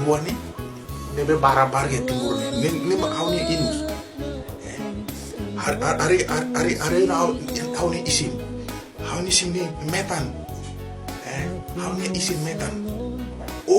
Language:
Tetum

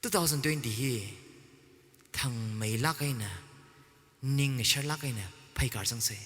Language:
Tangkhul Naga (India)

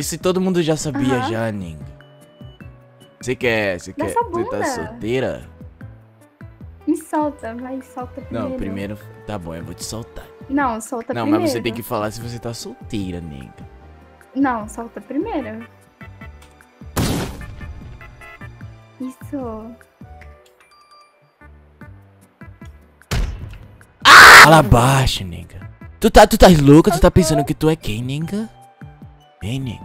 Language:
Portuguese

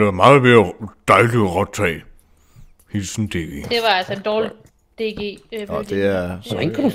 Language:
Danish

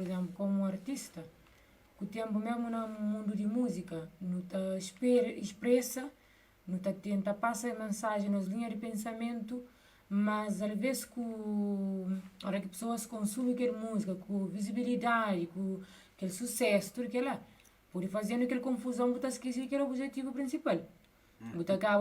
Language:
Kabuverdianu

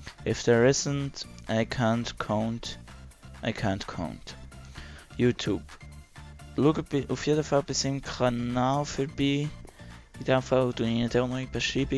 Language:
Swiss German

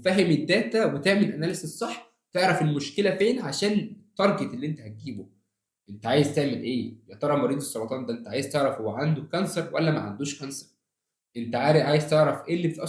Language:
Egyptian Arabic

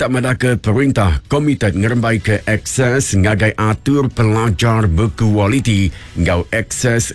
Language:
Iban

